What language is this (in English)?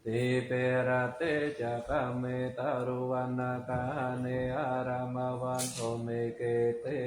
Pali